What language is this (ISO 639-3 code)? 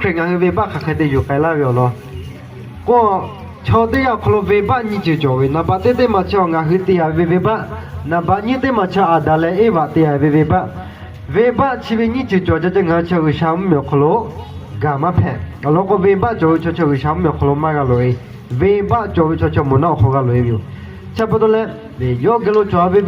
lhu